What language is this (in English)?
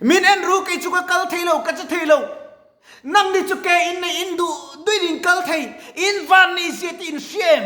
Mizo